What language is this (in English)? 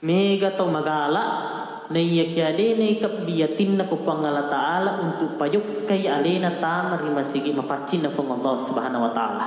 Buginese